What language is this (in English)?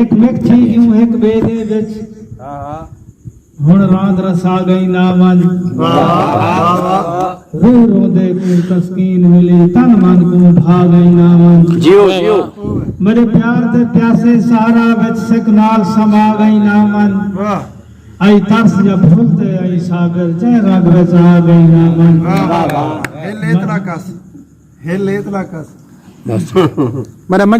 Saraiki